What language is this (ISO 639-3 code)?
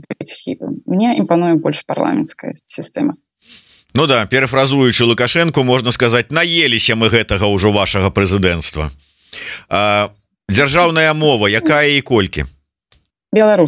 bel